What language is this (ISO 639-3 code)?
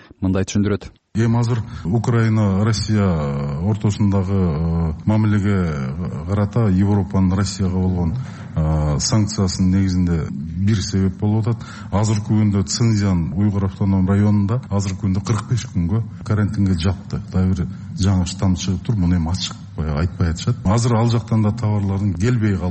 kir